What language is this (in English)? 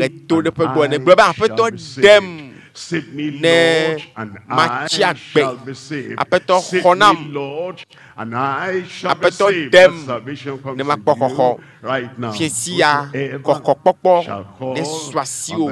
Ewe